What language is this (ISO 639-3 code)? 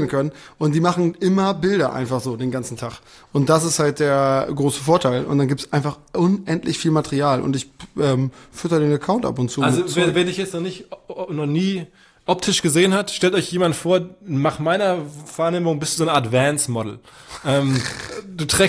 deu